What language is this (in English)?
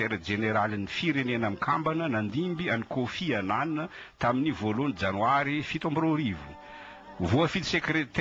Malagasy